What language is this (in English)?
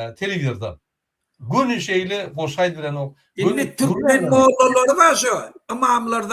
Turkmen